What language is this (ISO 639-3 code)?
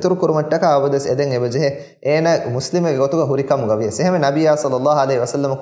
div